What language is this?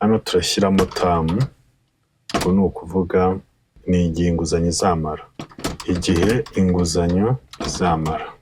Kinyarwanda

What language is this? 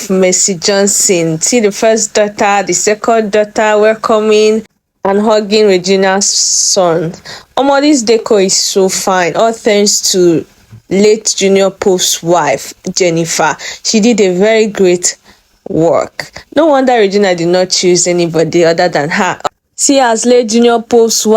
Nigerian Pidgin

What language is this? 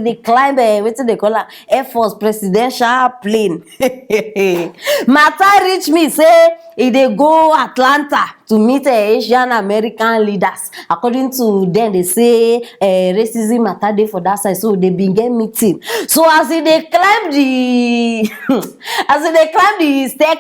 Nigerian Pidgin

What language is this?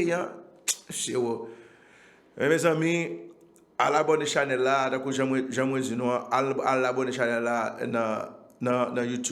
Haitian Creole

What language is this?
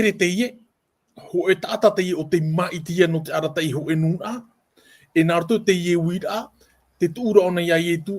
Tahitian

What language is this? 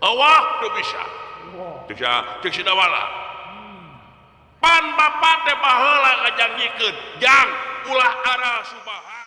Sundanese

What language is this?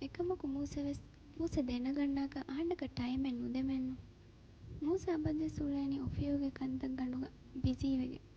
Divehi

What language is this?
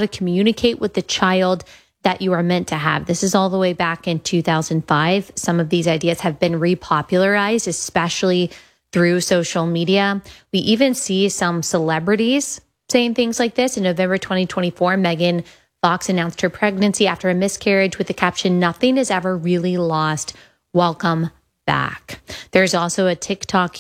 English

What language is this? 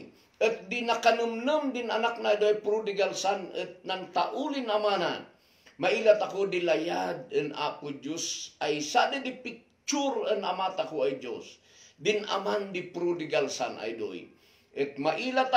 Kankanaey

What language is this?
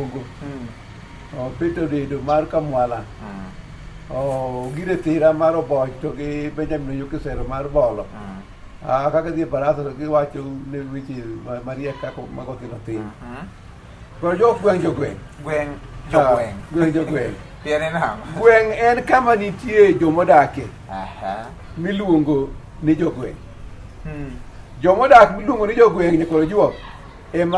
Luo (Kenya and Tanzania)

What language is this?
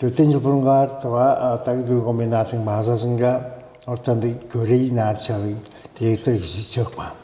Tuvinian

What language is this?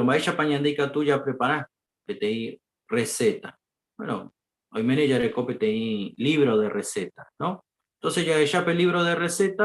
Guarani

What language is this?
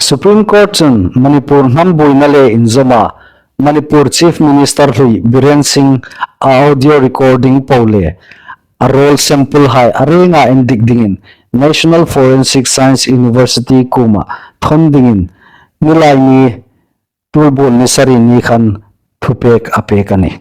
Hmar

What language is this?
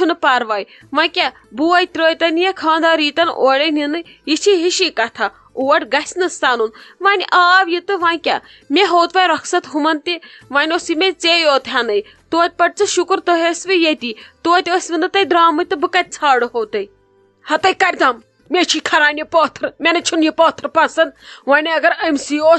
Kashmiri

